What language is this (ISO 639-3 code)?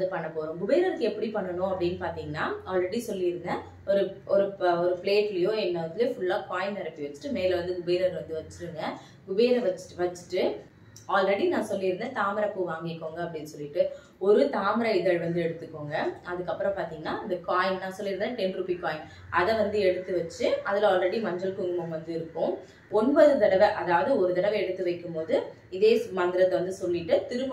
tam